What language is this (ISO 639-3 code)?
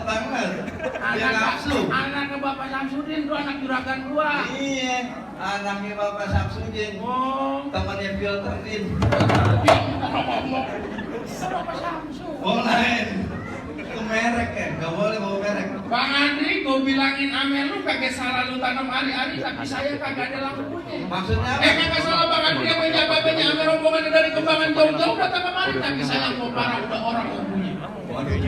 bew